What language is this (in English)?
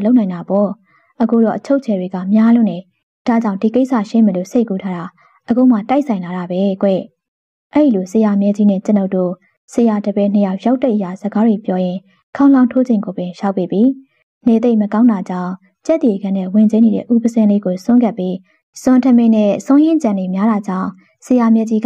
Burmese